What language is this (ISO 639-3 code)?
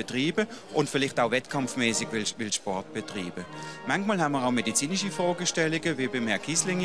gsw